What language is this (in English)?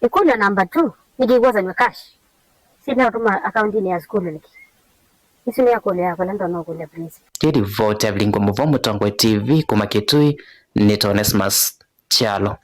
Kamba